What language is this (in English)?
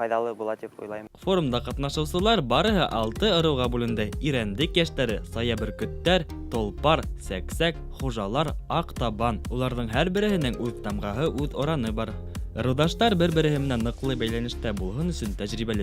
Bashkir